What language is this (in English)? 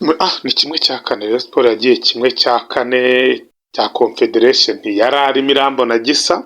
Kinyarwanda